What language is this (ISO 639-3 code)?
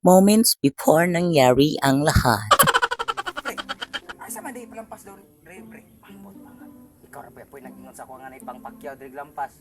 ceb